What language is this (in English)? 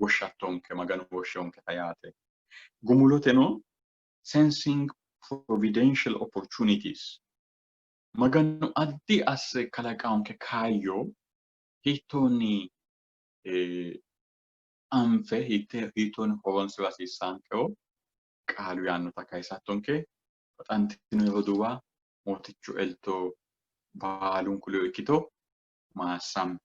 Sidamo